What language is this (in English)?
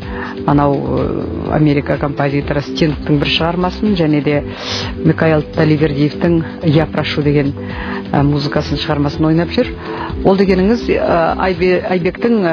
Kazakh